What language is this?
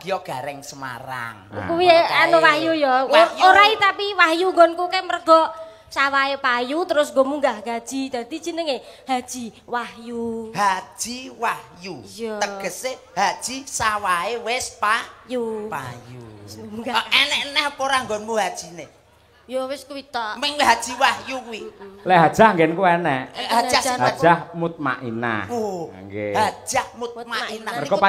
Javanese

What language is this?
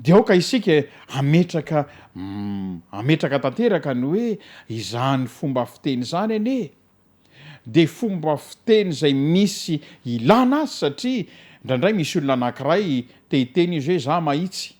Malagasy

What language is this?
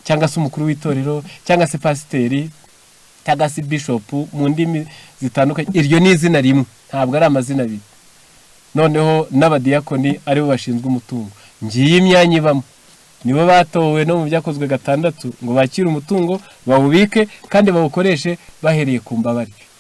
Kinyarwanda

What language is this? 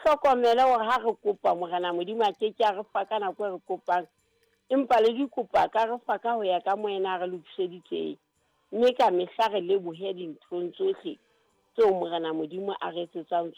Southern Sotho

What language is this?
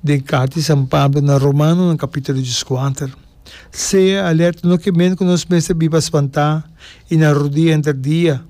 Papiamento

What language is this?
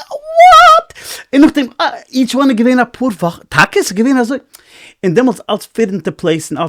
Yiddish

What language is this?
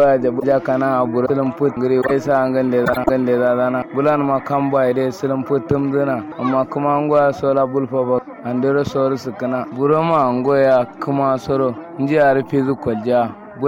Kanuri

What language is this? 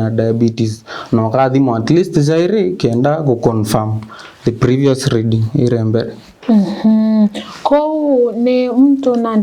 Meru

